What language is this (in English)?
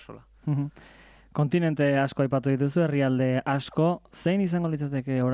Basque